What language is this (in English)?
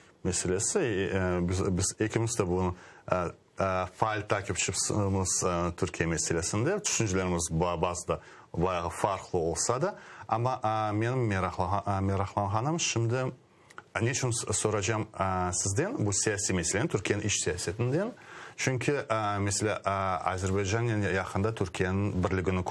Crimean Tatar